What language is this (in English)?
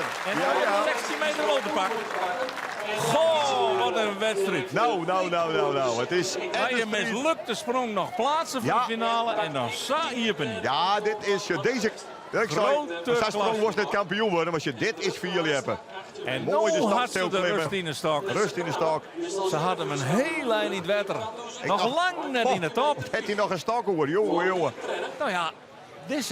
Western Frisian